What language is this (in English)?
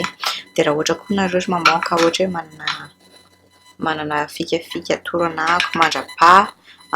Malagasy